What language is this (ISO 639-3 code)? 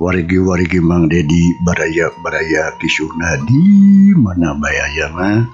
sun